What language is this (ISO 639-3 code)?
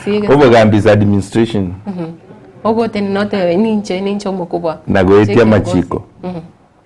guz